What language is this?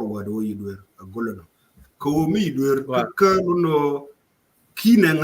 Nuer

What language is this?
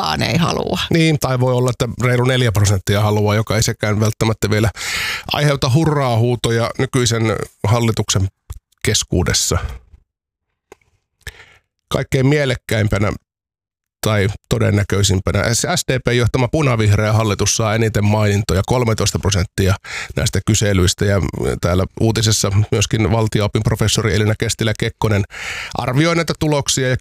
Finnish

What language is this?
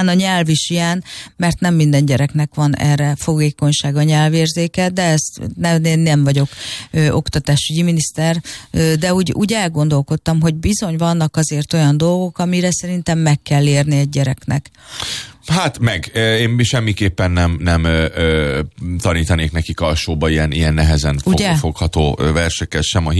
Hungarian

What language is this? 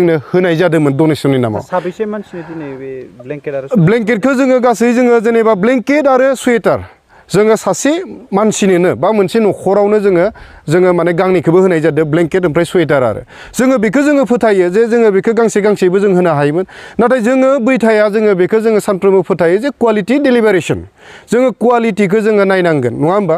Bodo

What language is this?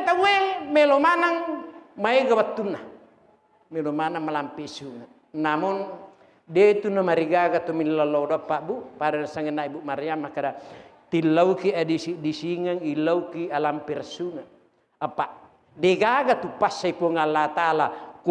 Buginese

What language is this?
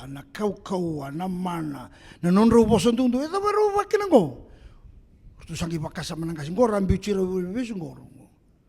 Fijian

